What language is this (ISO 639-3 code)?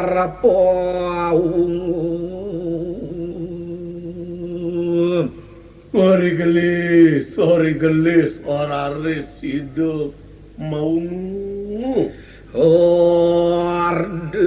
ban